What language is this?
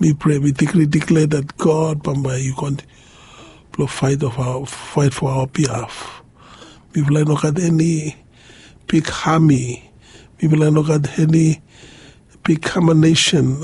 Bislama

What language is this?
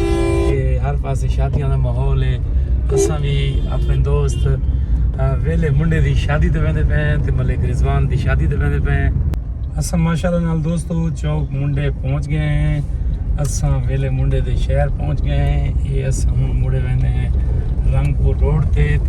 Saraiki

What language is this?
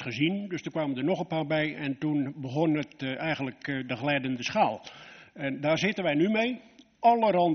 Dutch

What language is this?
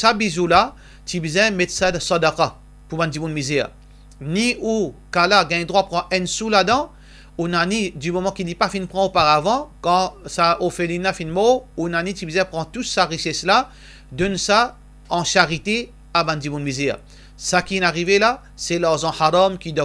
Morisyen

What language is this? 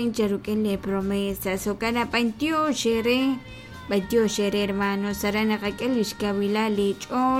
Kekchí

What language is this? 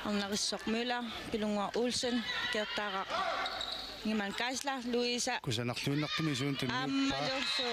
Kalaallisut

